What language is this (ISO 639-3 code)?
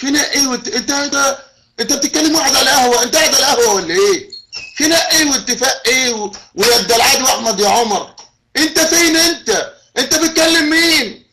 arz